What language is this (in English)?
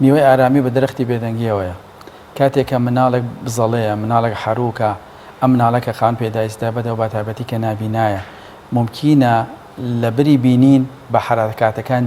Central Kurdish